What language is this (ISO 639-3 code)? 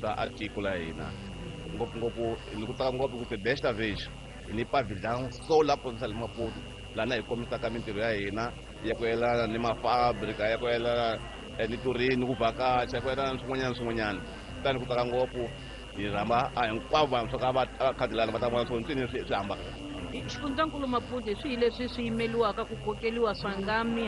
tso